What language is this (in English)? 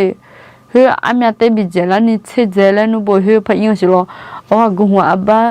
Akha